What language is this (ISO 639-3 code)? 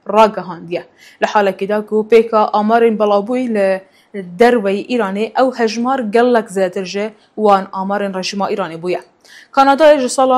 kur